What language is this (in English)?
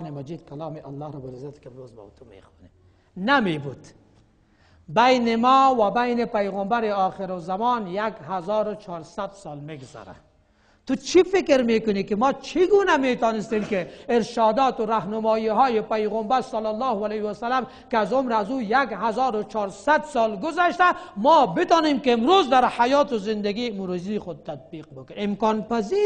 Persian